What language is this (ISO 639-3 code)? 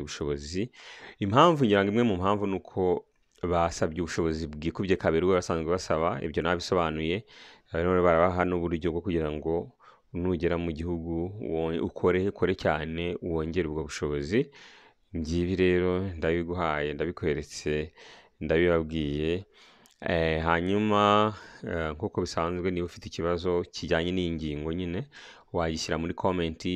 kin